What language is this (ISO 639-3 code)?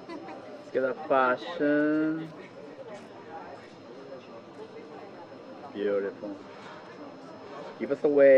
eng